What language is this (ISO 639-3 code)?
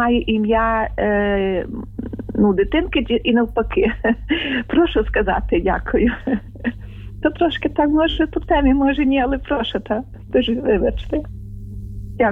ukr